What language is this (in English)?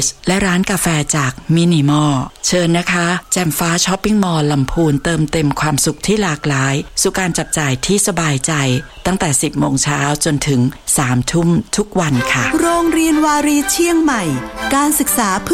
Thai